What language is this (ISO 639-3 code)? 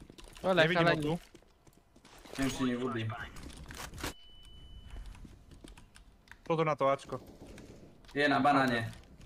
slk